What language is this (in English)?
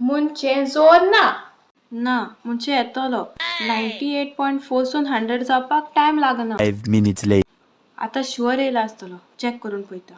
Konkani